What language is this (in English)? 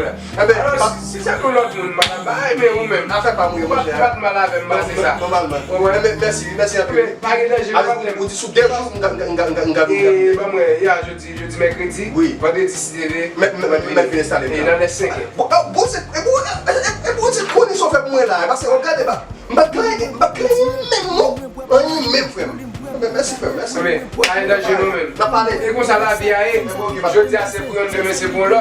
Haitian Creole